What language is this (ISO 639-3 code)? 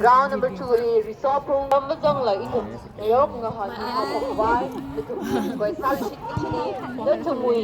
nmf